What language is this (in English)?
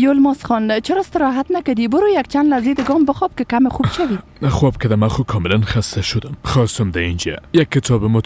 Persian